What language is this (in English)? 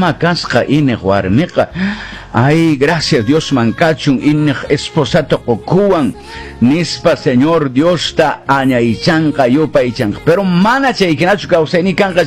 Quechua